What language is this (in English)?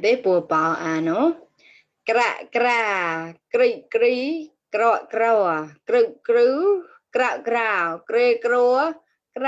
Mon